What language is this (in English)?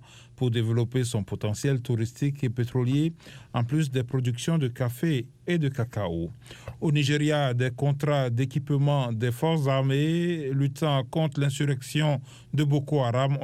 French